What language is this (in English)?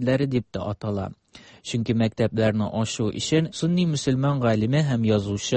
Tatar